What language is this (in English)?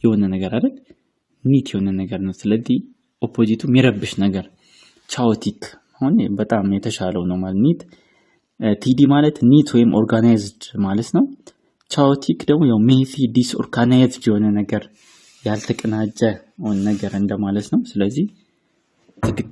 Amharic